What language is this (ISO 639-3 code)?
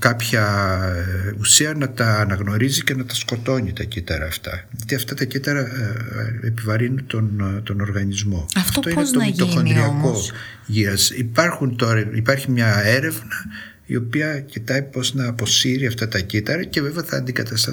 ell